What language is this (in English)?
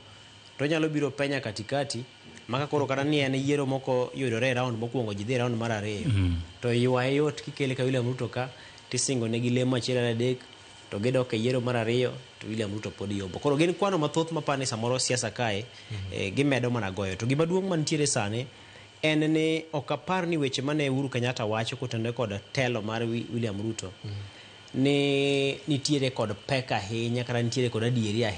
Luo (Kenya and Tanzania)